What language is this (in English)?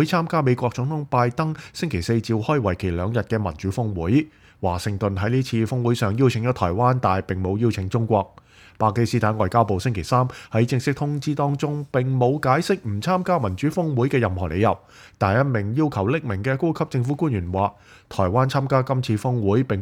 Cantonese